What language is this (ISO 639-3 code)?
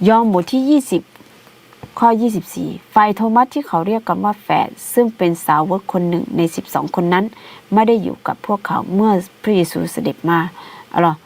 ahk